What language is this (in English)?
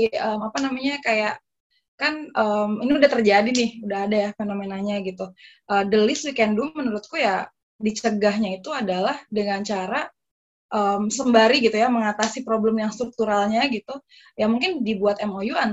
Indonesian